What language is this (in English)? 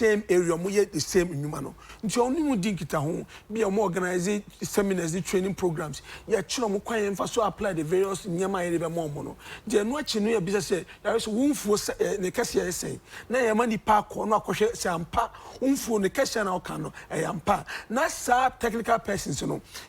Akan